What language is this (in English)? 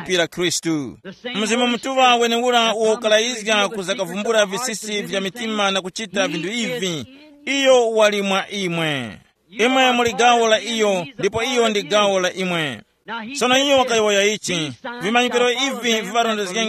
Tumbuka